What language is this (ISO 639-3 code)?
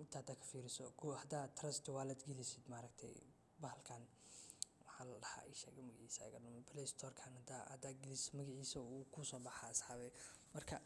som